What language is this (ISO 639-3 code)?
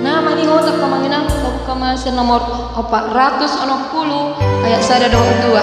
bbc